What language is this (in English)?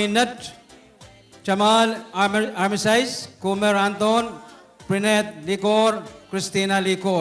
Pohnpeian